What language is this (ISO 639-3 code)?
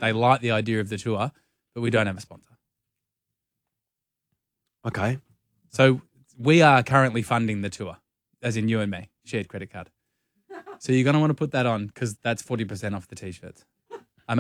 eng